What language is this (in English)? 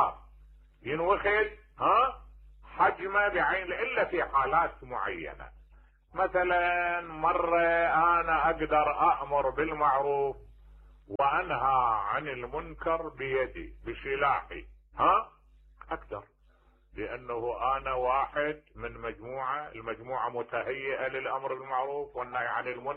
Mesopotamian Arabic